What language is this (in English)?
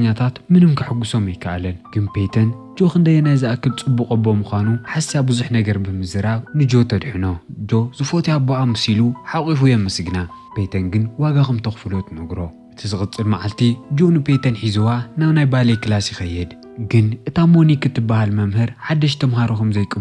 Tigrinya